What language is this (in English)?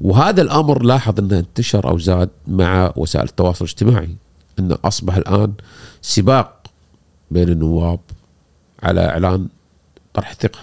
Gulf Arabic